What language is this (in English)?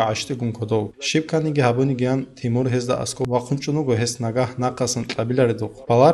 Avaric